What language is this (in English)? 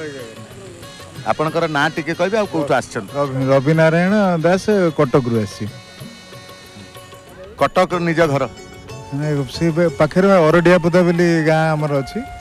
Odia